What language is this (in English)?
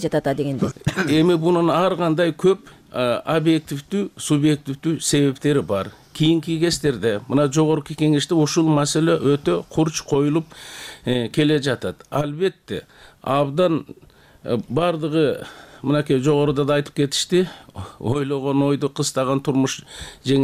Kyrgyz